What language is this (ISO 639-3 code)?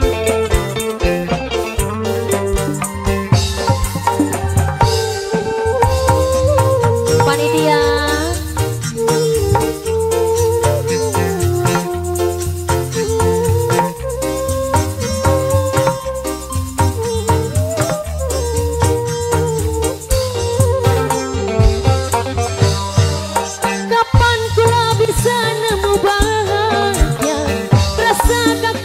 jav